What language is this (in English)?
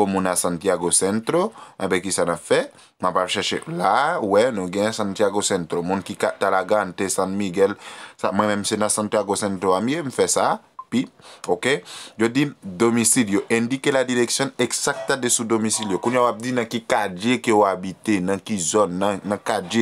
Haitian Creole